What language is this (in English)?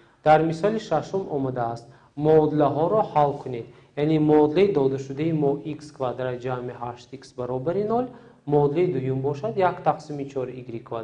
Tajik